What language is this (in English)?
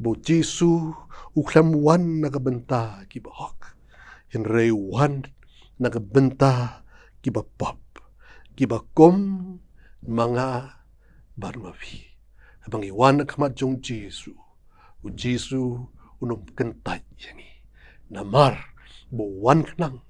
Khasi